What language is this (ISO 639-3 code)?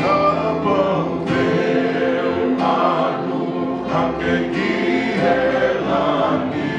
ton